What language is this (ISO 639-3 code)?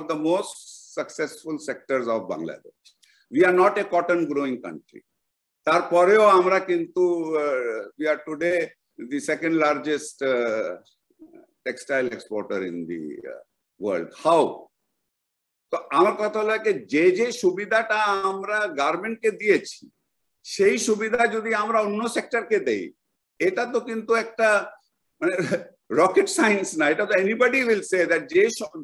ben